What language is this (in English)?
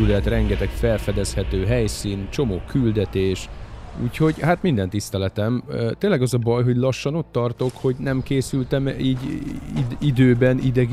Hungarian